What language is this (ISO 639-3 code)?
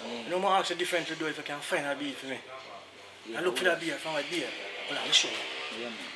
jam